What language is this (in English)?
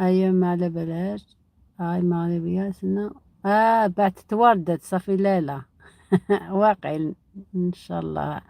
Algerian Arabic